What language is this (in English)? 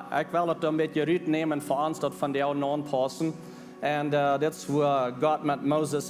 Plautdietsch